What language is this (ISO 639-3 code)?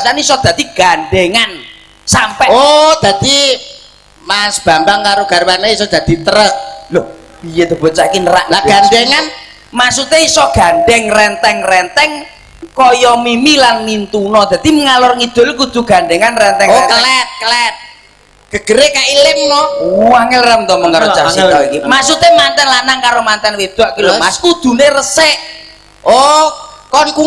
jav